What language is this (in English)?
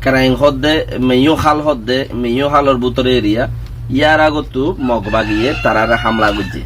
Rohingya